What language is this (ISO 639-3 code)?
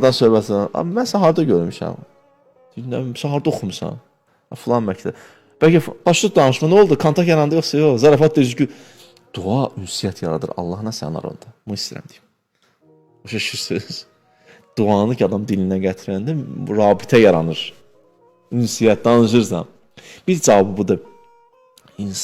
aze